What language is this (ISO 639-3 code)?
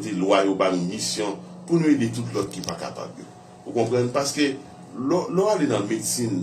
hat